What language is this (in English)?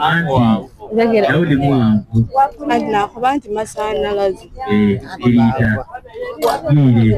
Soga